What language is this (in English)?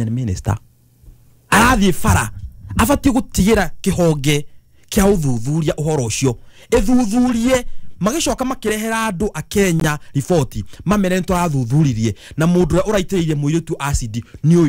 Kikuyu